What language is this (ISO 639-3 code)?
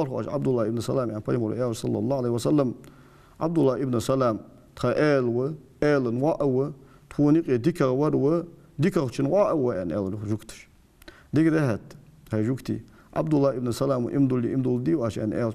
inh